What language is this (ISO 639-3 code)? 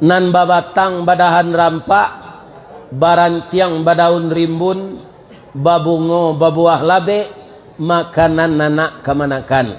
min